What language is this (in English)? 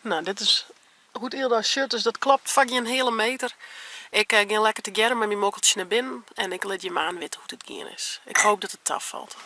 Western Frisian